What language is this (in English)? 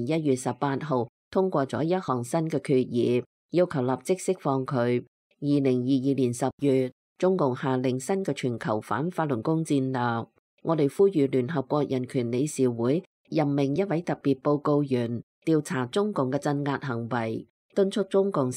Cantonese